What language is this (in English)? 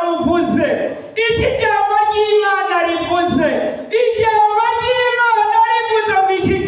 Rundi